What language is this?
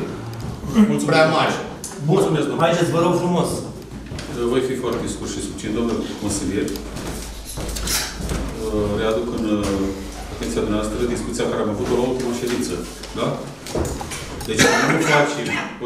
Romanian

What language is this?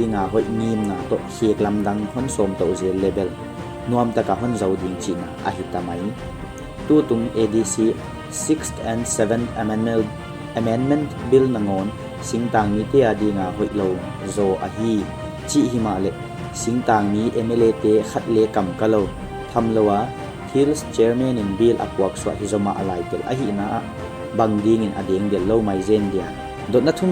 Paite Chin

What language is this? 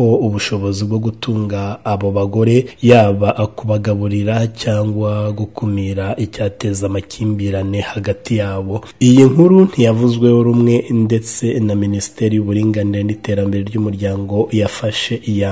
Kinyarwanda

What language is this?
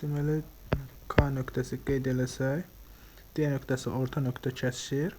Azerbaijani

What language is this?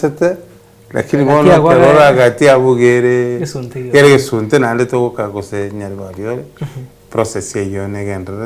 Gusii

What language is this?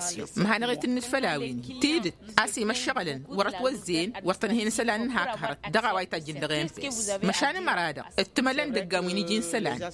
Tamasheq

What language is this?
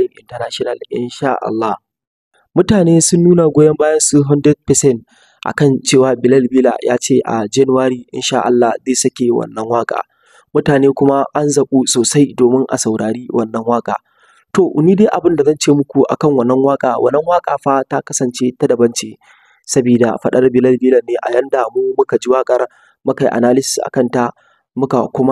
Hausa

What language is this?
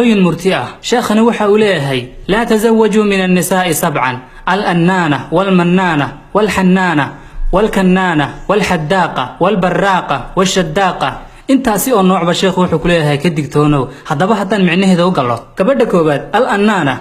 Somali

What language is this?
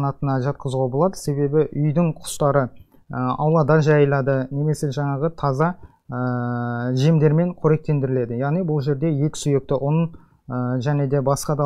Kazakh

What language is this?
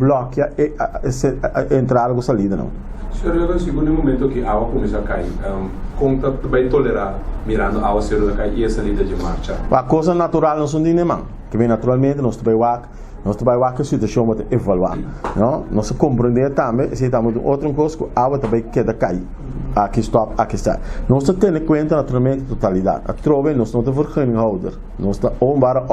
Papiamento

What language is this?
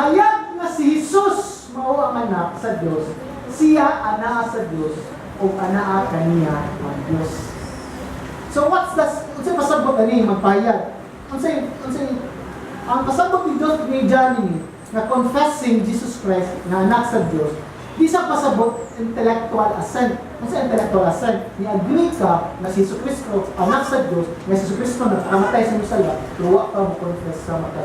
Cebuano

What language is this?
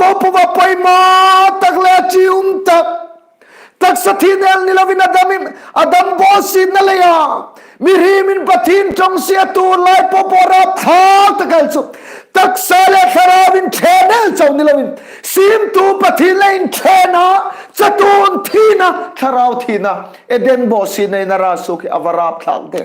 Hmar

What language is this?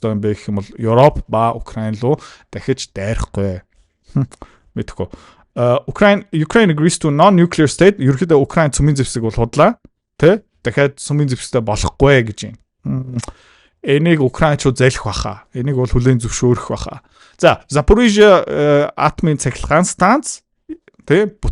Mongolian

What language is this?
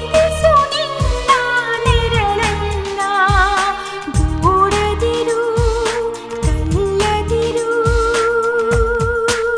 Kannada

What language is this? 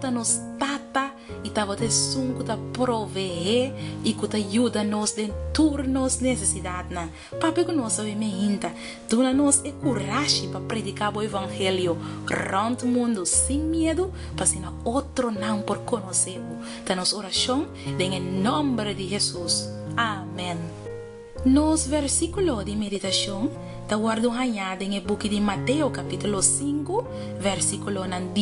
Papiamento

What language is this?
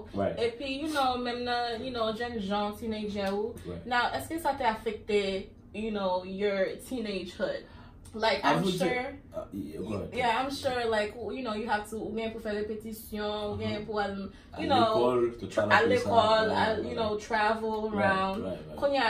Haitian Creole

